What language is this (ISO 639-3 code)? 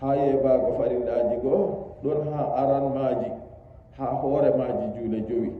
fuv